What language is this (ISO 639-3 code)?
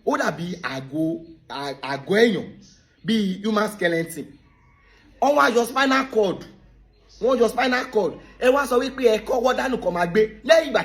yor